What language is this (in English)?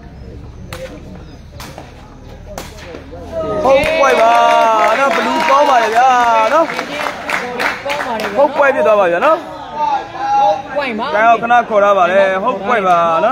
Burmese